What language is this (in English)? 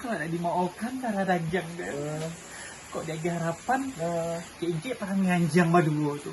Minangkabau